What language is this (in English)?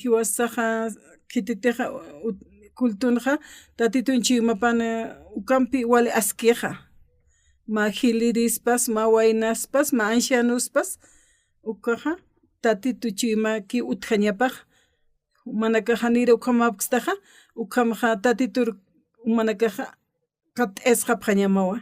Aymara